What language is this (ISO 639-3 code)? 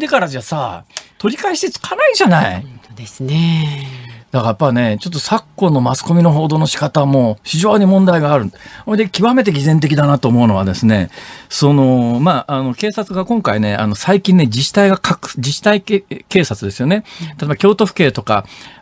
jpn